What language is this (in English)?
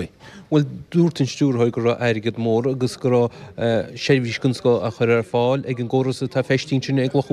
Irish